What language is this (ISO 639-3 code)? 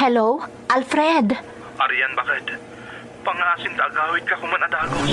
ilo